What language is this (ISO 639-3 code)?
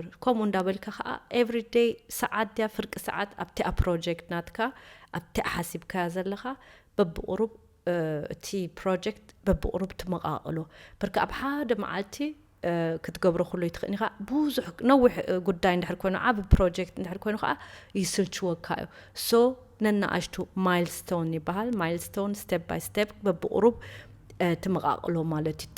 tir